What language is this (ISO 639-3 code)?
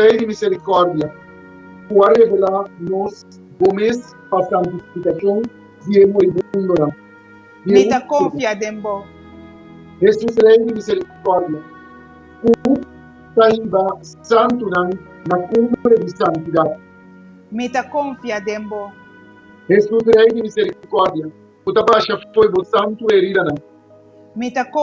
pap